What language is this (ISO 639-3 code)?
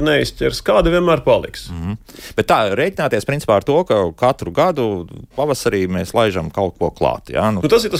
lav